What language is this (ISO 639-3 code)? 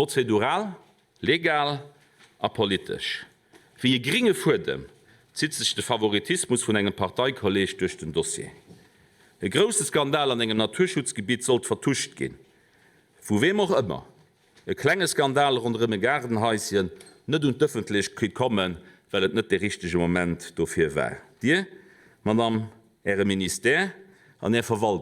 ltz